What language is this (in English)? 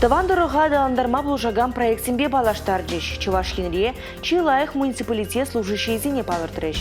Chuvash